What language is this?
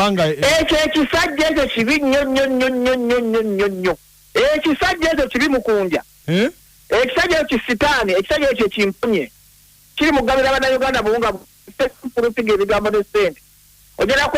Ganda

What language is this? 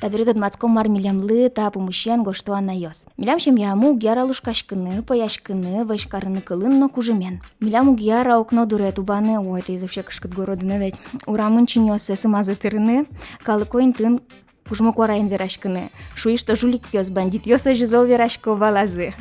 Udmurt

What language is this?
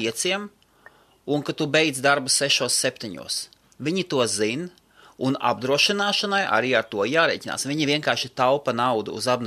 Latvian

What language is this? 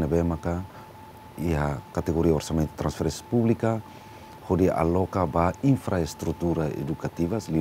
Tetum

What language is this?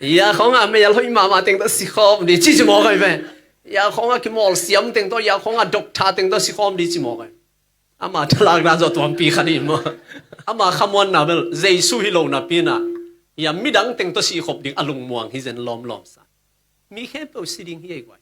Tedim Chin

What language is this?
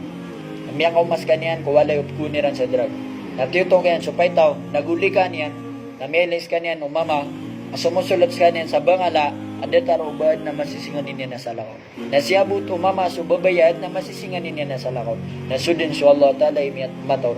Maranao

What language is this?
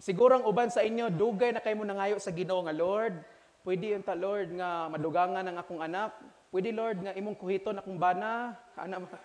Cebuano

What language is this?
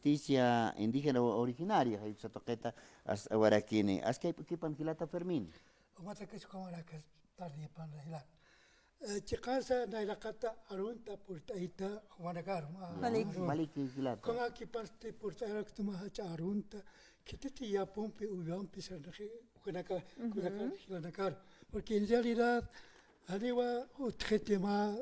Aymara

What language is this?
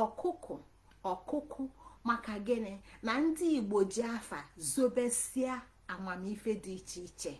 Igbo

